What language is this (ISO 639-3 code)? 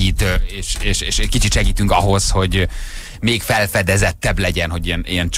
hun